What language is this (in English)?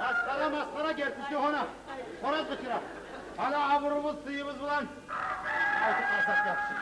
Kumyk